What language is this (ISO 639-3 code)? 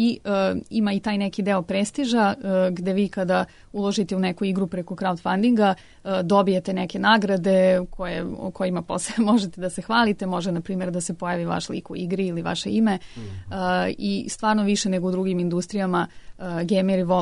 srp